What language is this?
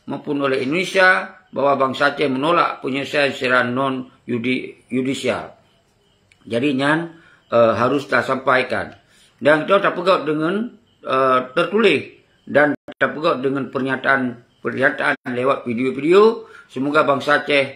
Achinese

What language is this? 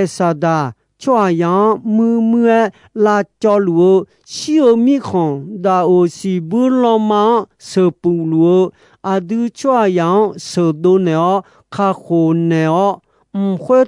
Akha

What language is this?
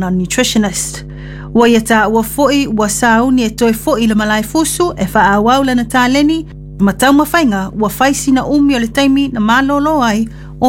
Samoan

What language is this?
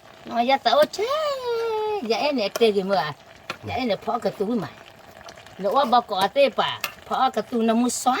S'gaw Karen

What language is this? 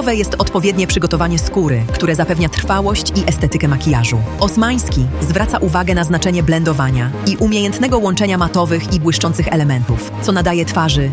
Polish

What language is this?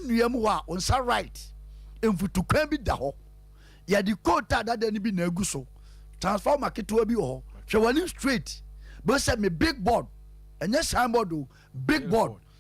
Akan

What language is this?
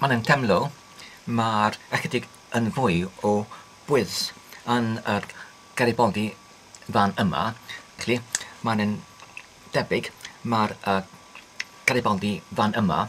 Welsh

